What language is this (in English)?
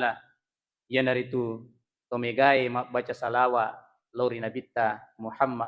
Buginese